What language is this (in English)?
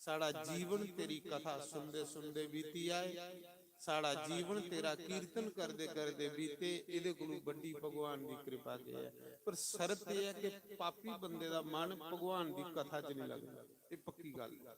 Dogri